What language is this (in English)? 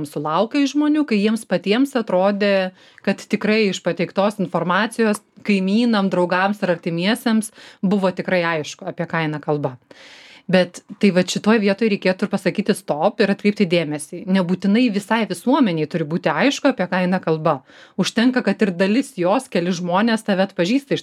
Lithuanian